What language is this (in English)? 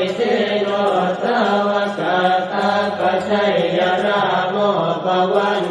Pali